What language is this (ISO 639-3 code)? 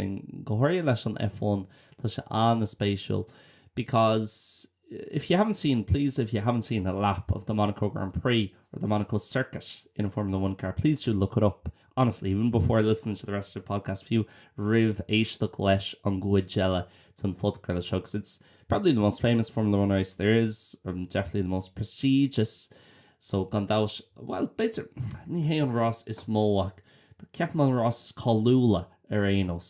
gle